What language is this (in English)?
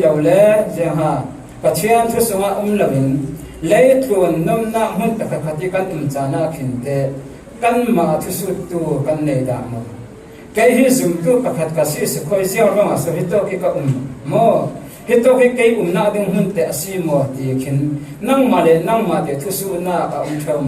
Falam Chin